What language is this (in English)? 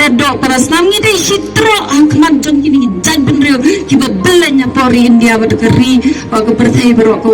Khasi